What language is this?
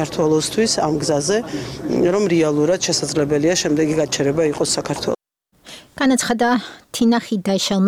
Georgian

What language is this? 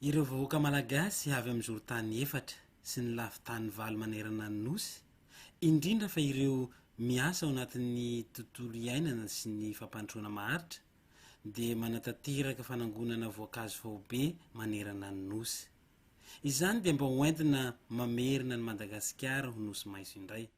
Malagasy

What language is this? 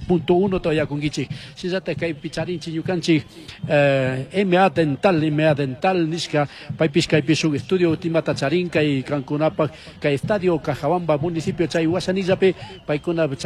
Chimborazo Highland Quichua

